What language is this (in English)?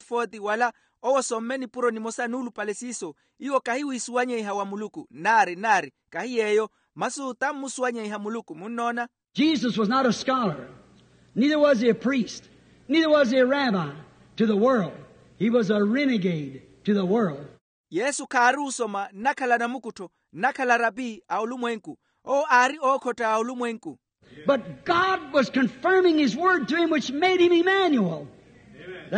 Makhuwa